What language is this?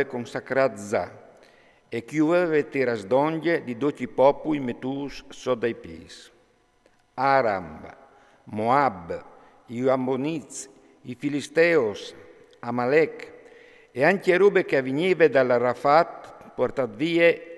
Friulian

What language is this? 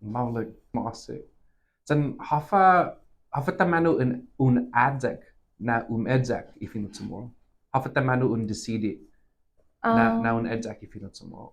Chamorro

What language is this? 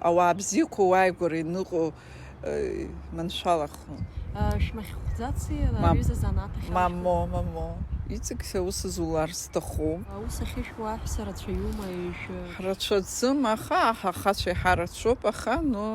Abkhazian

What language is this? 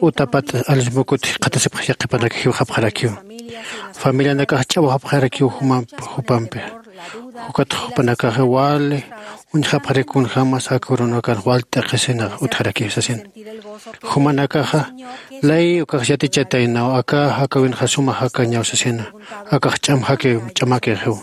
Aymara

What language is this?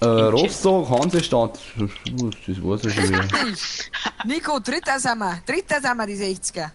Bavarian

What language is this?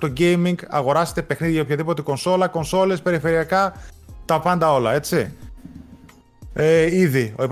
Greek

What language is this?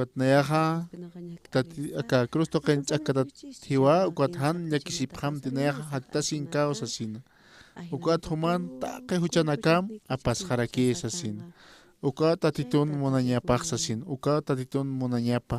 Aymara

